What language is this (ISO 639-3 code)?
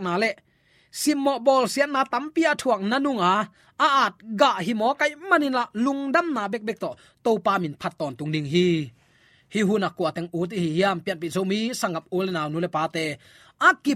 ctd